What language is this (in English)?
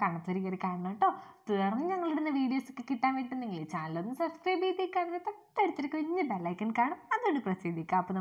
Malayalam